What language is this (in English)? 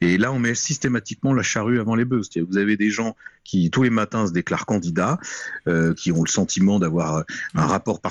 French